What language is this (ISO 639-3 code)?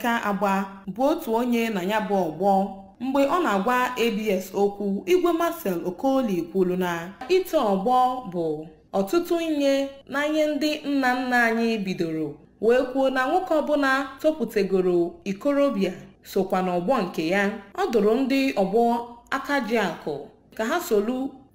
ibo